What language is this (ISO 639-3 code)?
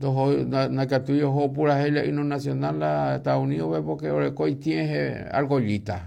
grn